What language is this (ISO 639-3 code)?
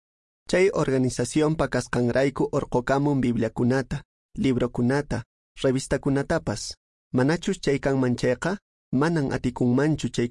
que